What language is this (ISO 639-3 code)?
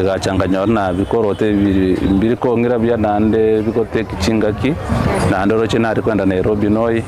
guz